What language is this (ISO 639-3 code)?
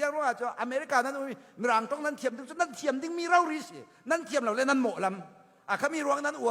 cfm